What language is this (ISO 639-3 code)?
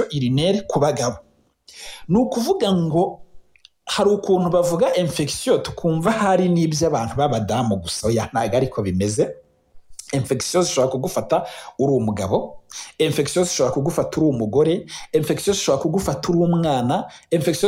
kin